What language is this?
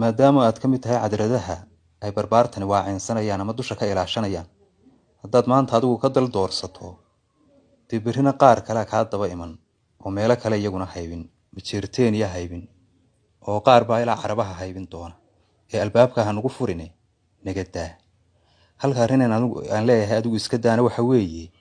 Somali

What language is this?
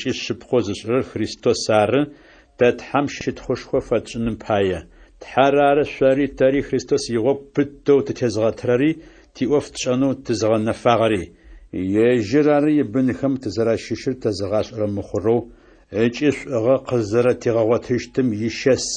Adyghe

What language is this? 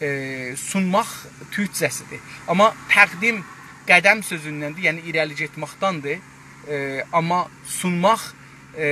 South Azerbaijani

